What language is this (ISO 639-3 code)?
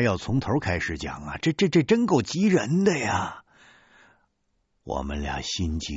zho